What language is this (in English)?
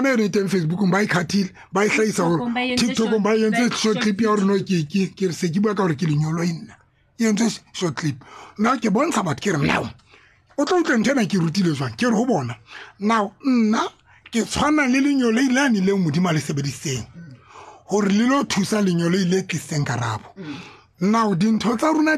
Tswana